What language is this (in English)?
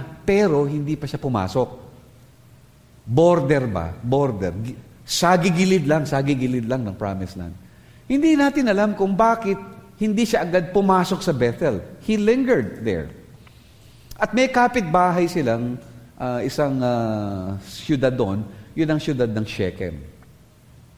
Filipino